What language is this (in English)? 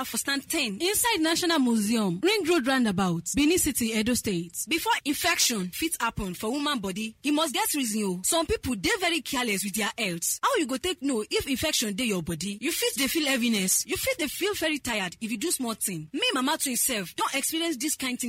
Nigerian Pidgin